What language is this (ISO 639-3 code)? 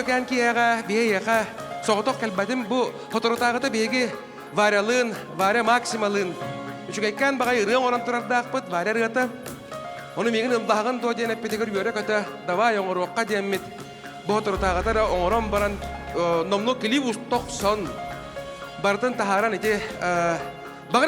sah